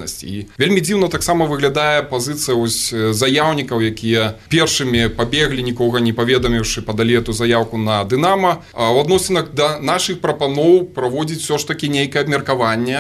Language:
Belarusian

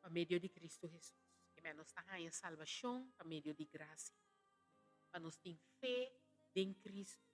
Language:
Papiamento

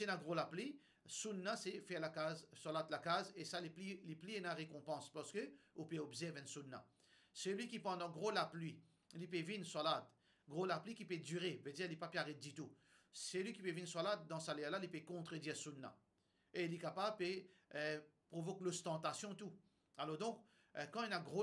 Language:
Morisyen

